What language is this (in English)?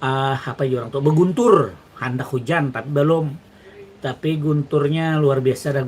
Banjar